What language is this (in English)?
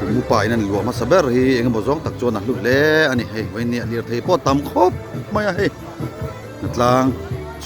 Mizo